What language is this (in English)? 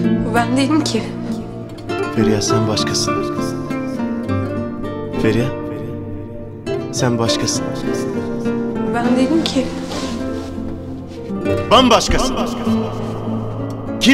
Turkish